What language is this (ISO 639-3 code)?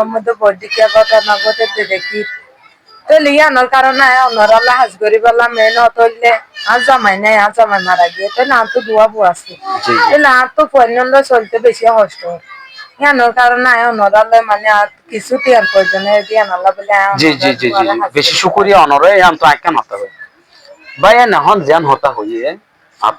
rhg